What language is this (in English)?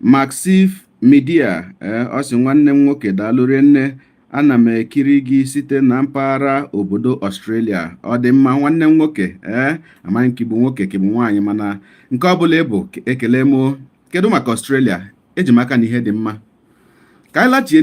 Igbo